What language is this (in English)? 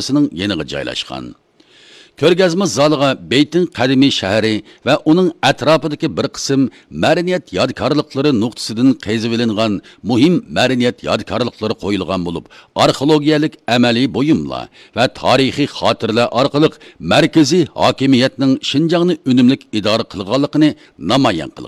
Uyghur